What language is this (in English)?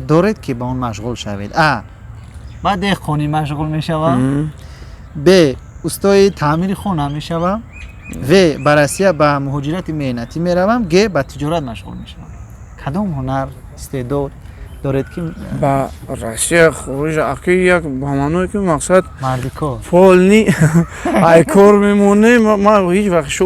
Tajik